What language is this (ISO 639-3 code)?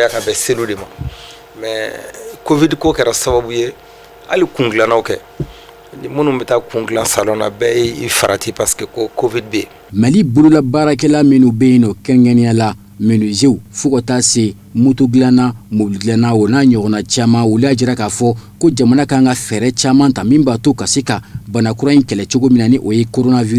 bam